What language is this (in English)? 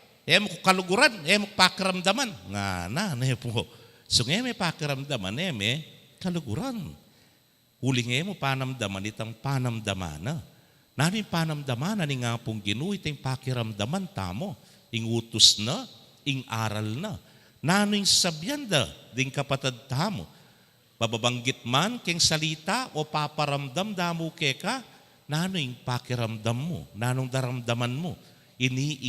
Pampanga